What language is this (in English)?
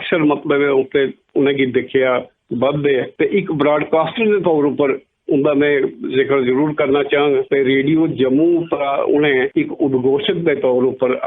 Dogri